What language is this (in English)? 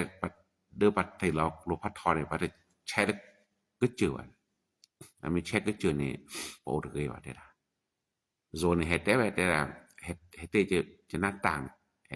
S'gaw Karen